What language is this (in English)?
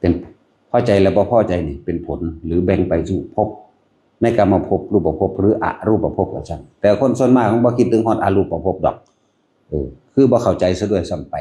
Northeastern Thai